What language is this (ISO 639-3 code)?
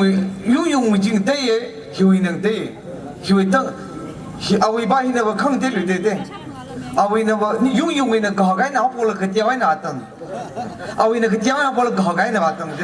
nmf